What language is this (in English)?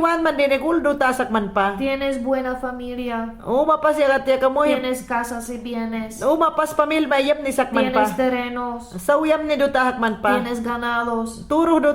Mayangna